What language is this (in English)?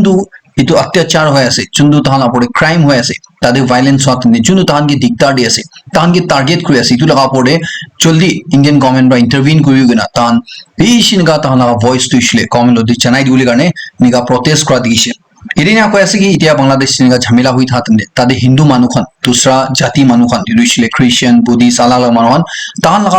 Naga Pidgin